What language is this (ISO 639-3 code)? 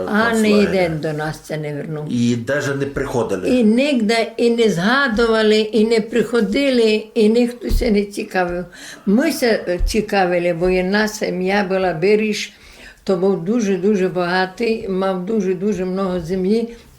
rue